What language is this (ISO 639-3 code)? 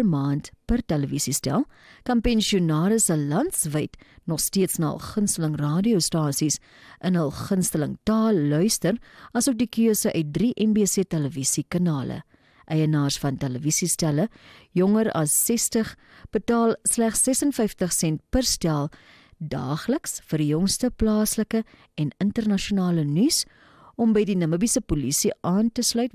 afr